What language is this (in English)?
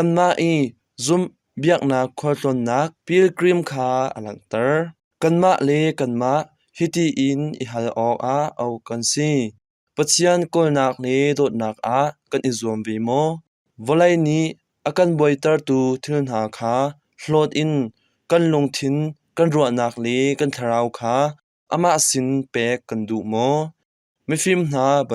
Hakha Chin